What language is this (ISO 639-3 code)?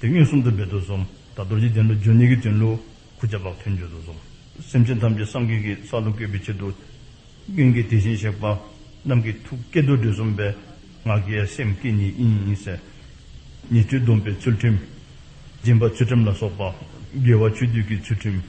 dzo